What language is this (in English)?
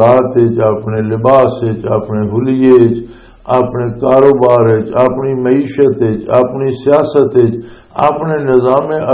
Western Panjabi